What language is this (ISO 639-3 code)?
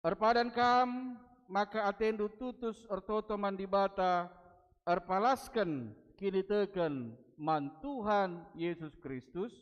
btx